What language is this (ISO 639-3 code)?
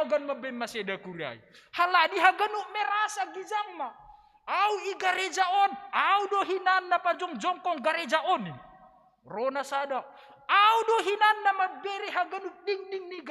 bts